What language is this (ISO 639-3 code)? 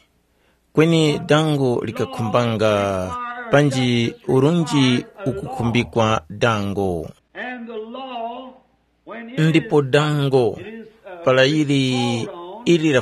tum